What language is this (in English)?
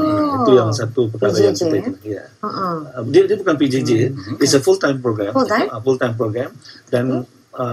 Malay